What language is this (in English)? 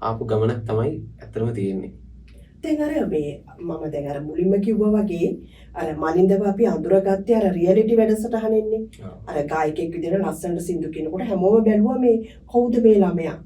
Sinhala